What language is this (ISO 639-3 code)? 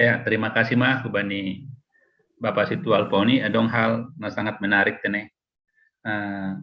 bts